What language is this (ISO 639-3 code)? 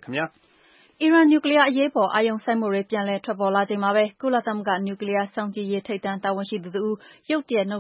mya